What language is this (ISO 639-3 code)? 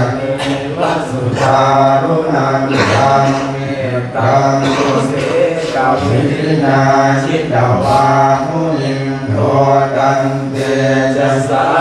pli